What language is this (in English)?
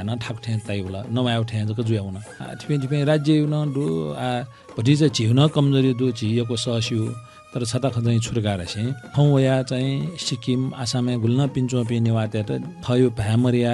Newari